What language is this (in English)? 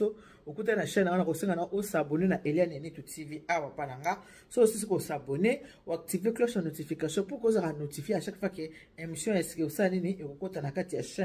Lingala